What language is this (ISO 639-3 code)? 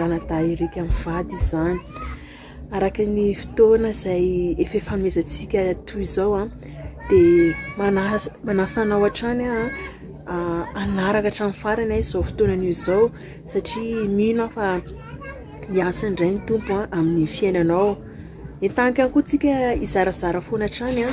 mlg